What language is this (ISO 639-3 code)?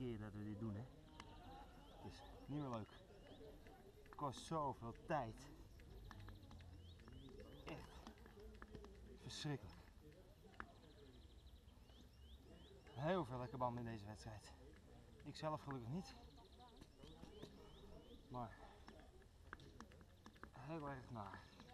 nld